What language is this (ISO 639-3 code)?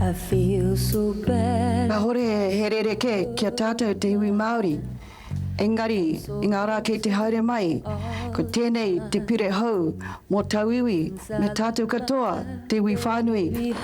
mri